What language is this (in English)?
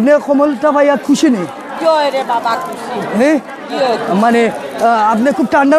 Sylheti